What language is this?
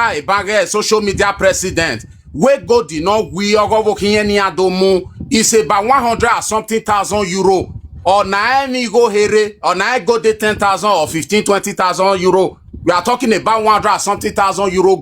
Nigerian Pidgin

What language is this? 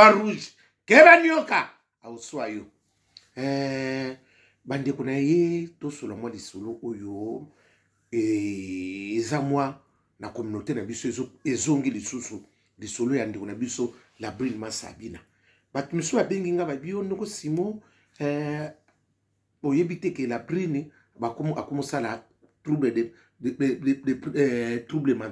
Lingala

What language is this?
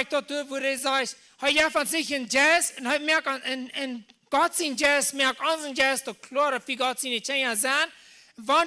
Plautdietsch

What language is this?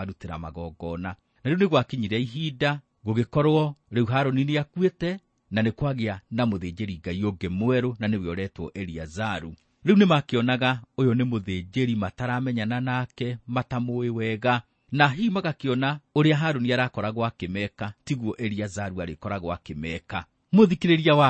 Kikuyu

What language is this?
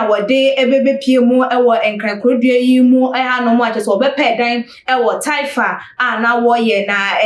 Akan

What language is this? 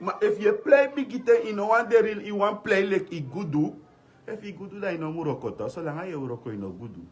Sranan Tongo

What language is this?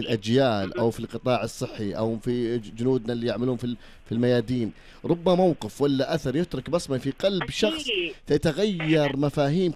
Najdi Arabic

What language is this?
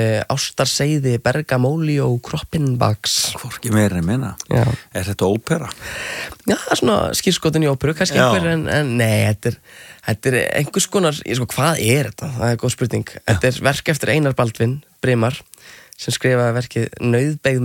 Icelandic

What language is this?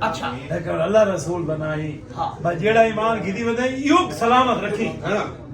Saraiki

